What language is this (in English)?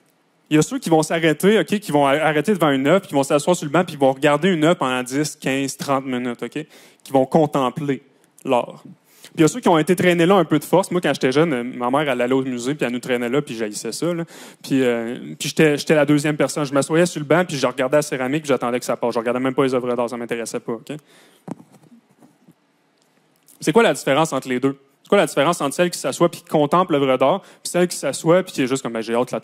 French